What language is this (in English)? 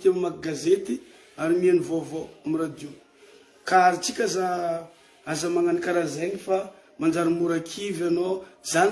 Malagasy